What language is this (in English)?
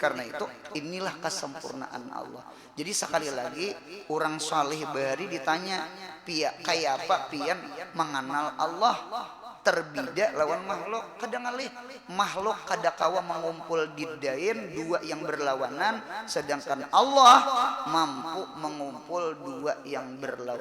Banjar